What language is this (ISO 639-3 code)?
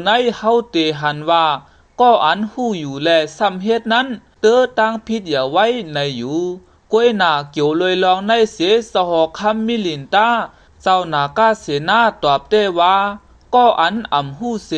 shn